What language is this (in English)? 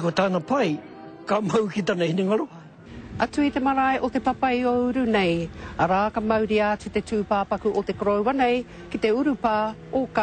Māori